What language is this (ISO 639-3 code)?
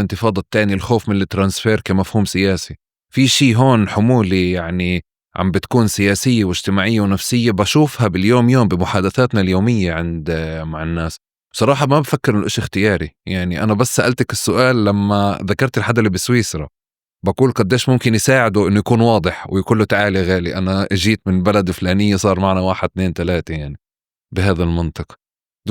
apc